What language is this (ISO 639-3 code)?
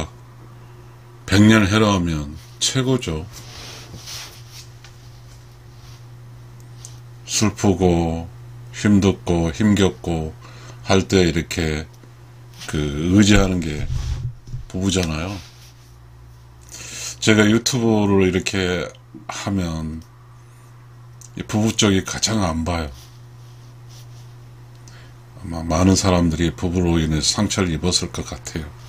kor